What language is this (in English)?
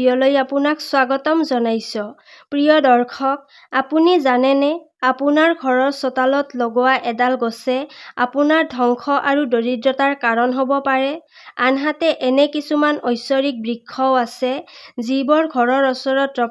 Assamese